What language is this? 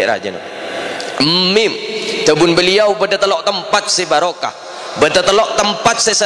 Madurese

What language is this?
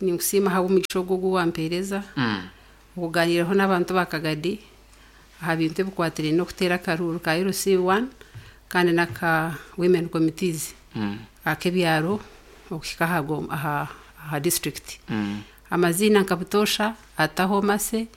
Nyankole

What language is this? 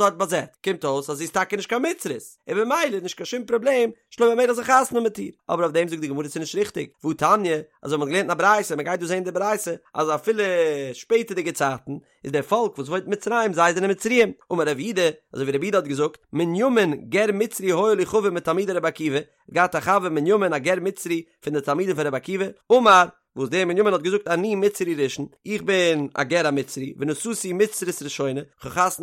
Yiddish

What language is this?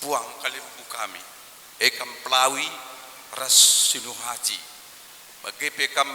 Batak Karo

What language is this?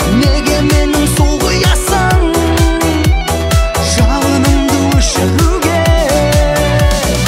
Kazakh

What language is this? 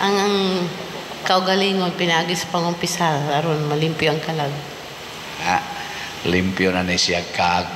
Cebuano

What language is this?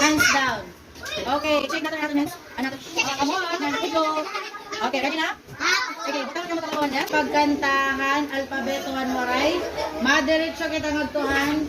Waray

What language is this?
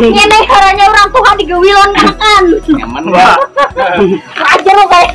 Banjar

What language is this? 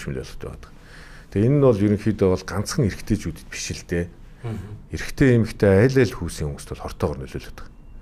Mongolian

